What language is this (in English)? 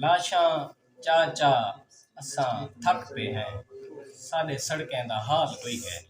Saraiki